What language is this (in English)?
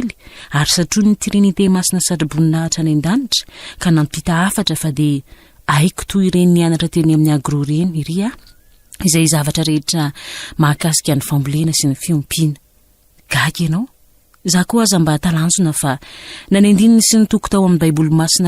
Malagasy